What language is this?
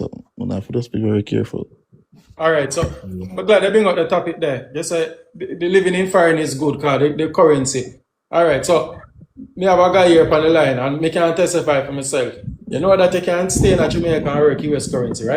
Jamaican Creole English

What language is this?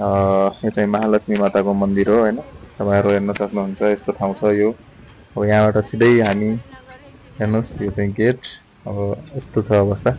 Nepali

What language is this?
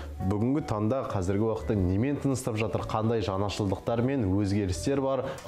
Kazakh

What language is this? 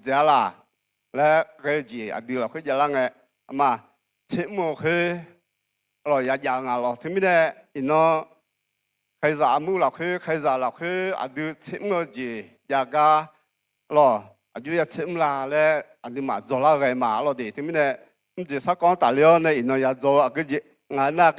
Akha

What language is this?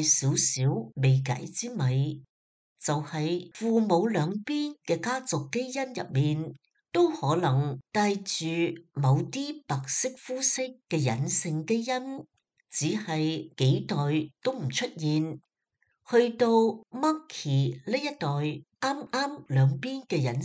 Cantonese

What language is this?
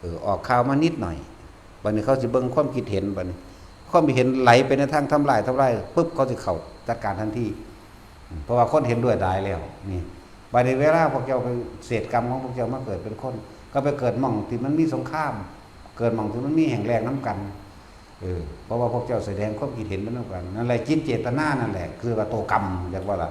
Northeastern Thai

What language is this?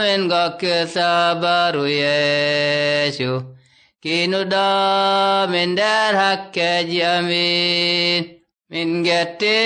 Fula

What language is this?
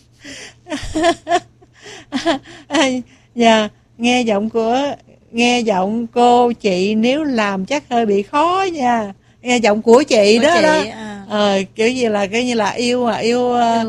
Vietnamese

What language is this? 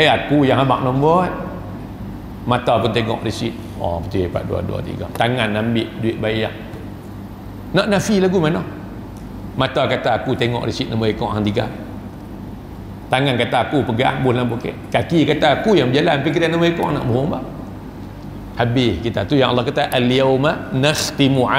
Malay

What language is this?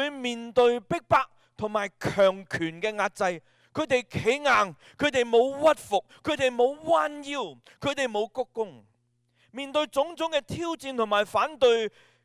Cantonese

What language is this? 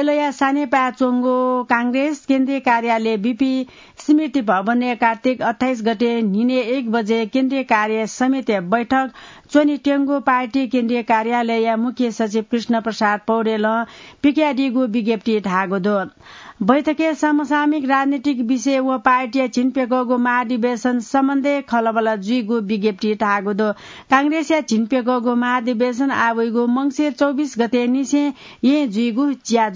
Newari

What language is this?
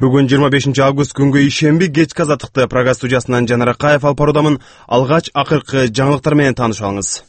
Kyrgyz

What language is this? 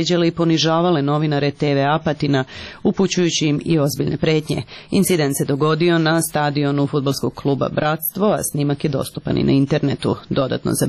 Serbian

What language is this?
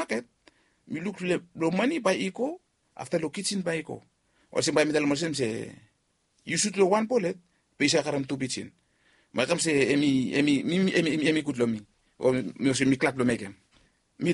Bislama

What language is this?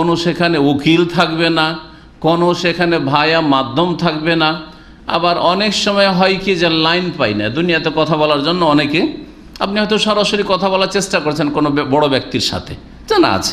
Bangla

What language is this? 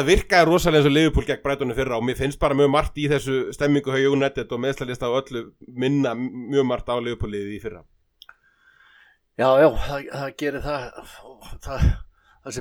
Icelandic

